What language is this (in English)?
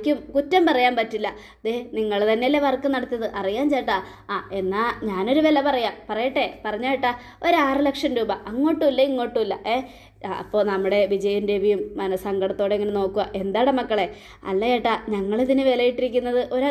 Malayalam